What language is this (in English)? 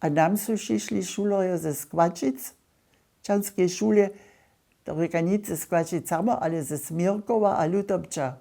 Upper Sorbian